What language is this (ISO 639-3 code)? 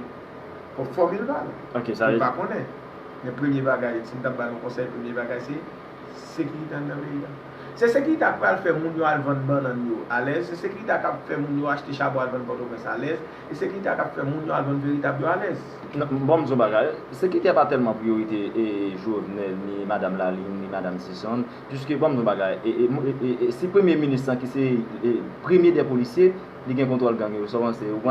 hat